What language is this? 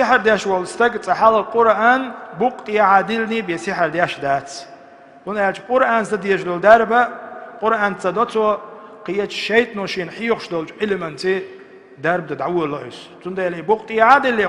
Chechen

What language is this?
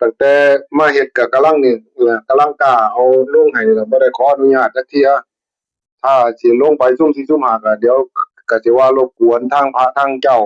Northeastern Thai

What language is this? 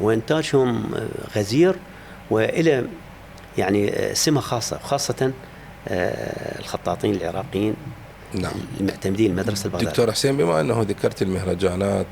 Mesopotamian Arabic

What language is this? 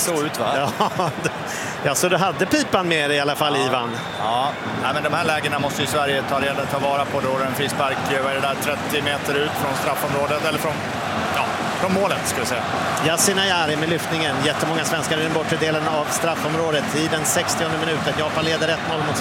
Swedish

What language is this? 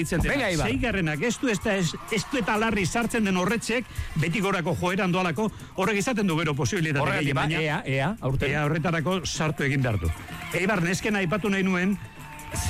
Basque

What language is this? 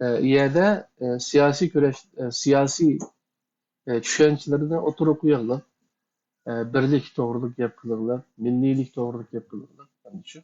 Uyghur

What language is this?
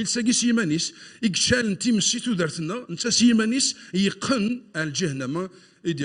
Kabyle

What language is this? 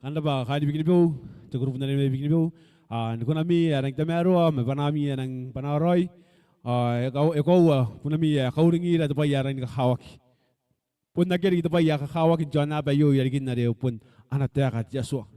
Gilbertese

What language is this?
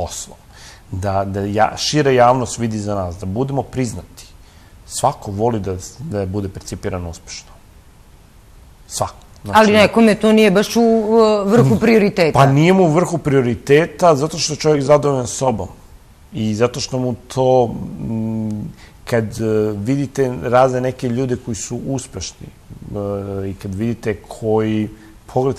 Serbian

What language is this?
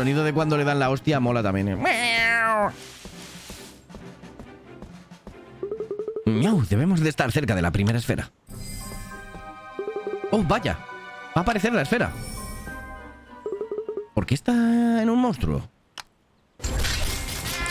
Spanish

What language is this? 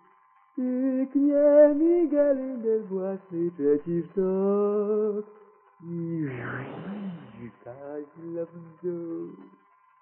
Polish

